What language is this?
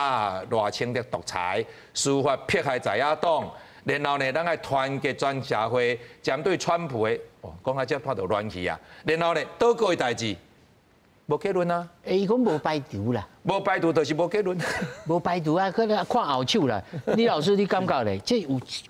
Min Nan Chinese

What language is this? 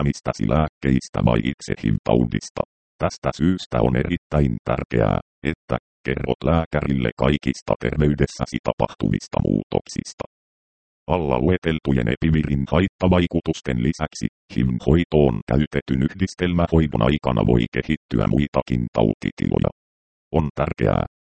Finnish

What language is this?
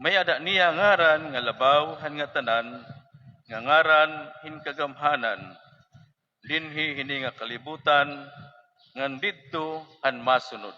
Waray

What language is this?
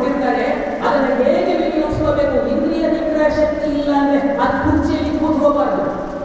Kannada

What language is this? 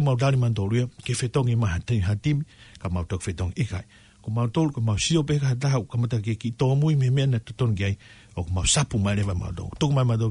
Tongan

